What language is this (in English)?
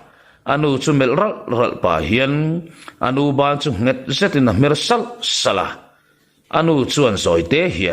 Mizo